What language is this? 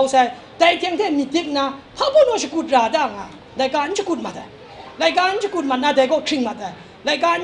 Kachin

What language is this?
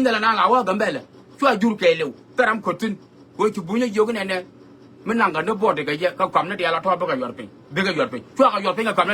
Nuer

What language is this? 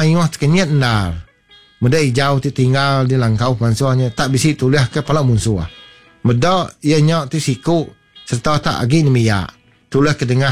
Iban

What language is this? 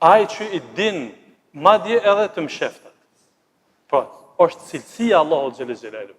Albanian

